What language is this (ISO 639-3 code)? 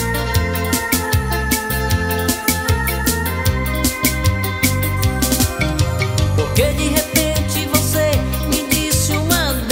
por